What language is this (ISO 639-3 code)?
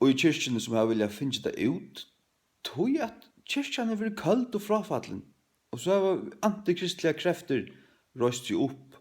fao